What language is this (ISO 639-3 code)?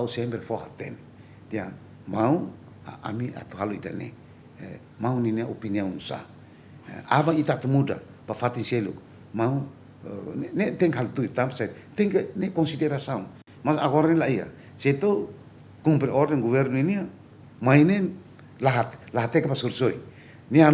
tet